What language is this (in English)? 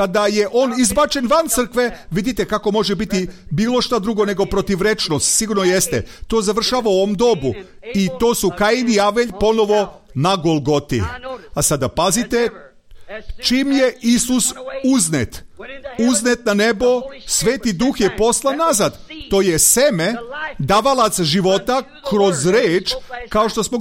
Serbian